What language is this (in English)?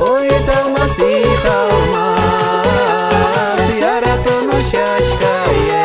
Udmurt